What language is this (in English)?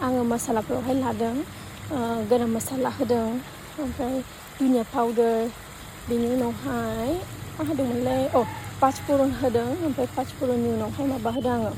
Bodo